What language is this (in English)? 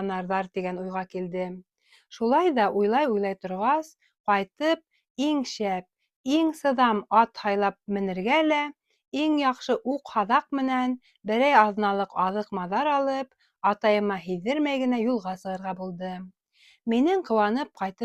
Bashkir